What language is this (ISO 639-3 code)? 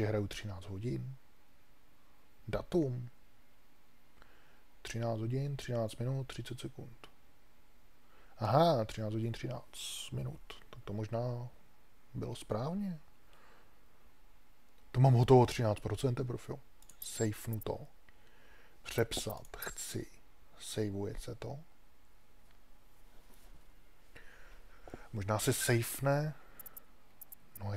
ces